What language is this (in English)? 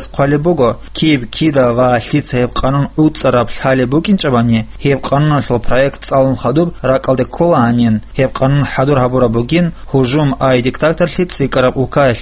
Avaric